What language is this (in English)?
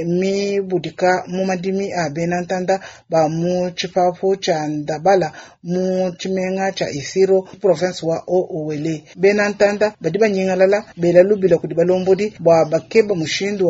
Luba-Lulua